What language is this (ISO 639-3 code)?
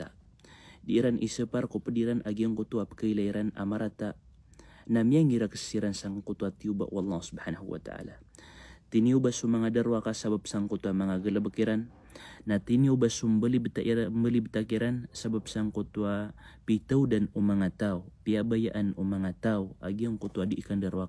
mrw